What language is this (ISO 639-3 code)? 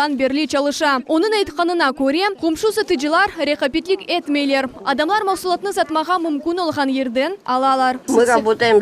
crh